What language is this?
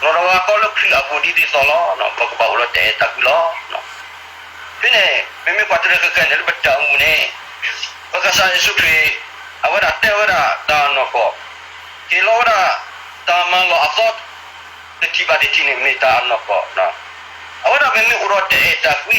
S'gaw Karen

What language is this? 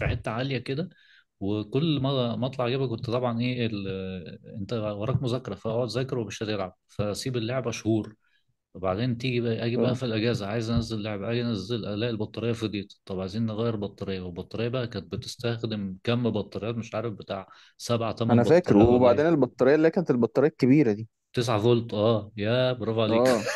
Egyptian Arabic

